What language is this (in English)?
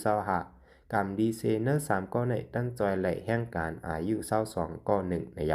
Shan